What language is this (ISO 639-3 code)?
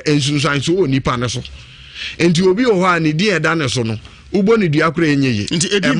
aka